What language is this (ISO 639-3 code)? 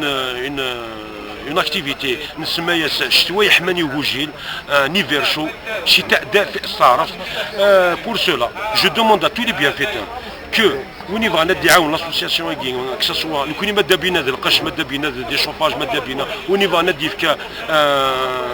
kab